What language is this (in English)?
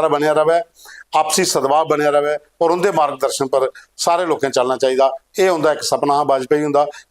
Dogri